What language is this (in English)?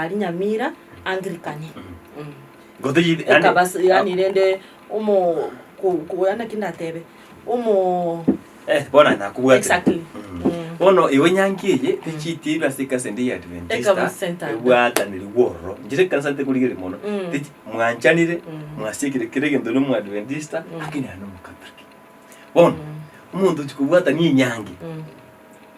Gusii